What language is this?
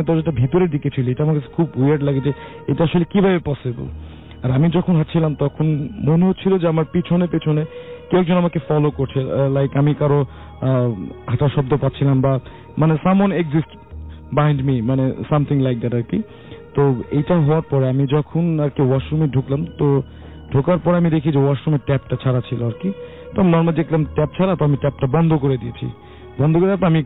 Bangla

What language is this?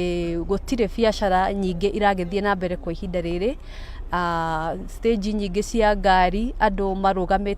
Kikuyu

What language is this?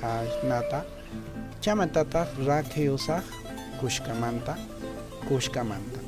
Quechua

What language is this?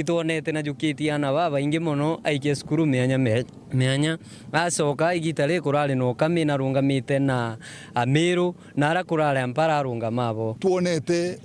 Meru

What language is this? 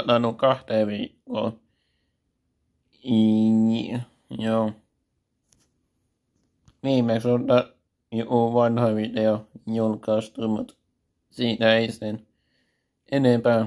Finnish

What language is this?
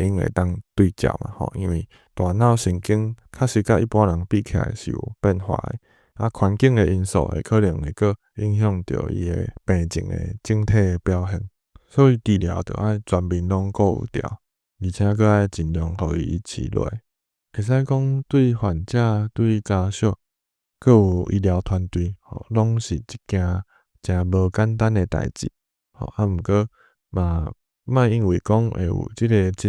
Min Nan Chinese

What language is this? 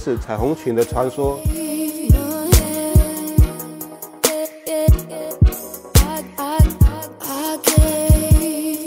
Chinese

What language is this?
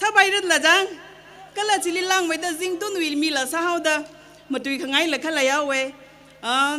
Tangkhul Naga (India)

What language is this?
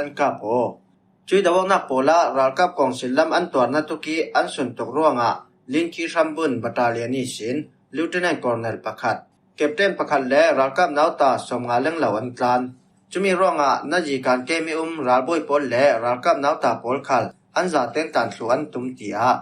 Falam Chin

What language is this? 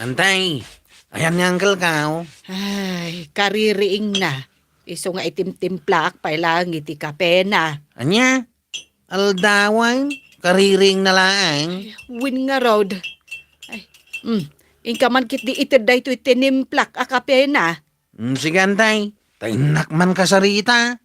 Iloko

